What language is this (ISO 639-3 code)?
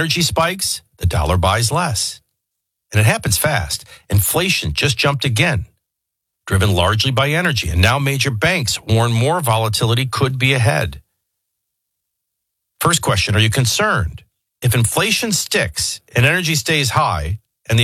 eng